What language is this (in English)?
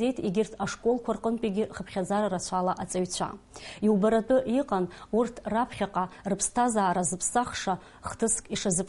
Abkhazian